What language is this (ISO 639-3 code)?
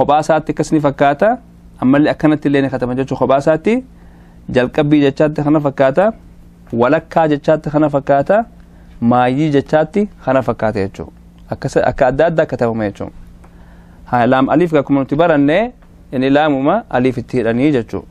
orm